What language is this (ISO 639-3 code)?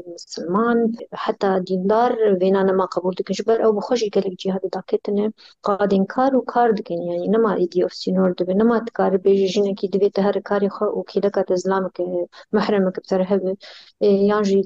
kur